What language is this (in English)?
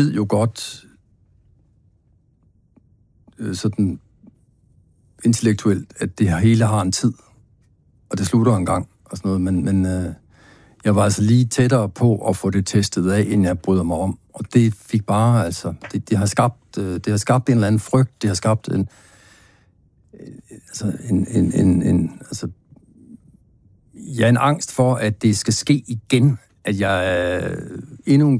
Danish